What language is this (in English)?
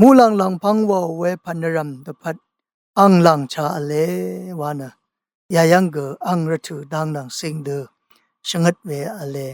Rawang